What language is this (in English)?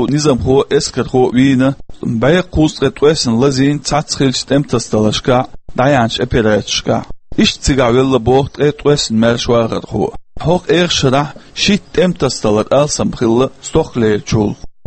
Chechen